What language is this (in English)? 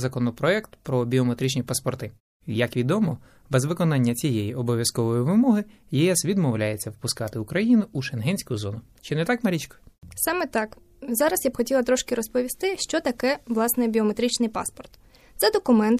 Ukrainian